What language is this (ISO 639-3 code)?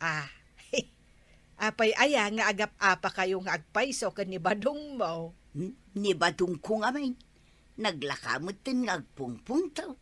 ilo